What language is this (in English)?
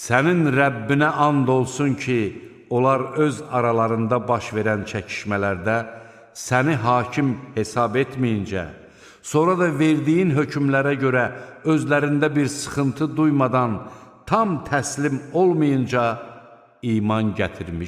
Azerbaijani